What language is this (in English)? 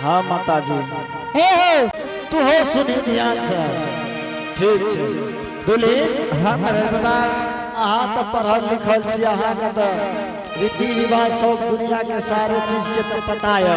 Angika